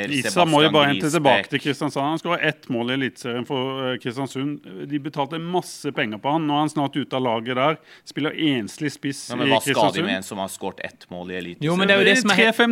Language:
Norwegian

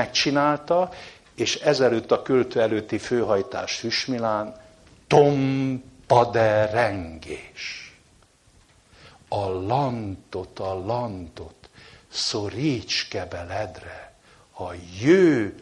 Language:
Hungarian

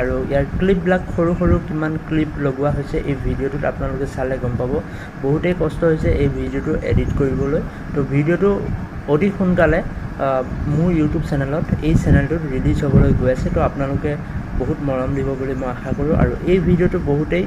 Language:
Assamese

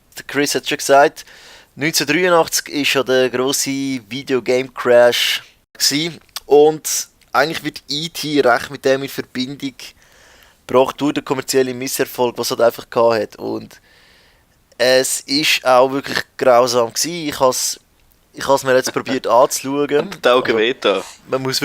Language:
Swiss German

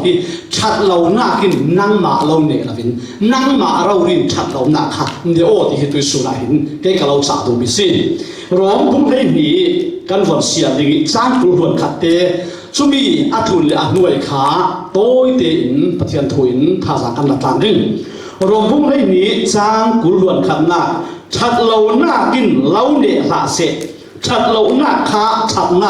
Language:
Falam Chin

